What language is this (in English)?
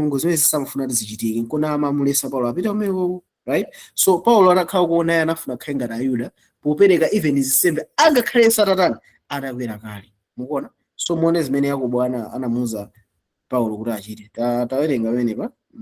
Nyanja